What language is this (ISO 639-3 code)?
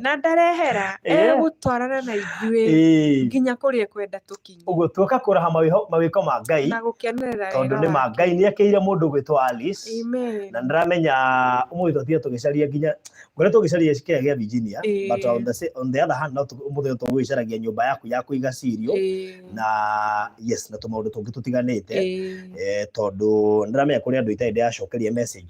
kik